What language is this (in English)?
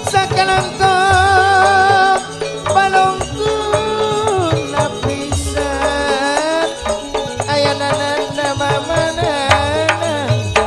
Madurese